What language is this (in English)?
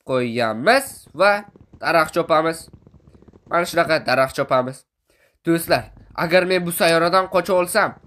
Uzbek